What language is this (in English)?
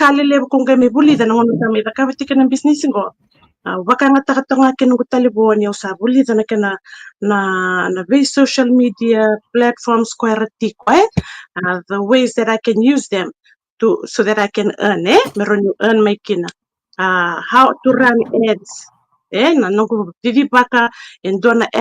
Fijian